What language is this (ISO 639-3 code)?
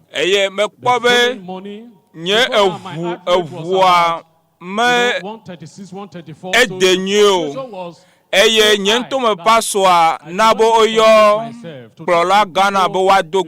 ewe